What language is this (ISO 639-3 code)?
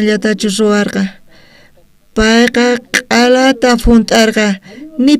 quh